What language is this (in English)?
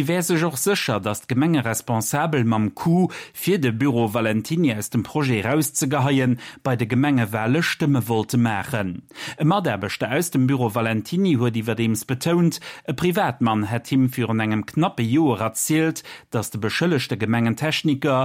Luxembourgish